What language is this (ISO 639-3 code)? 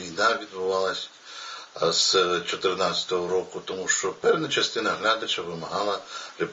ukr